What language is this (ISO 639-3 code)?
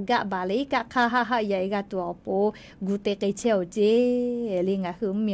lhu